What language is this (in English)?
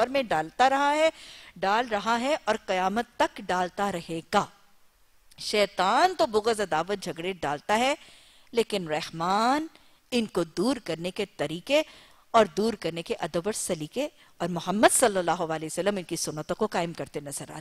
Urdu